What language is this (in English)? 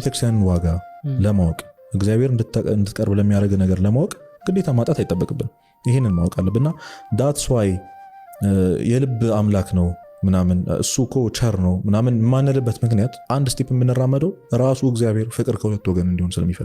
Amharic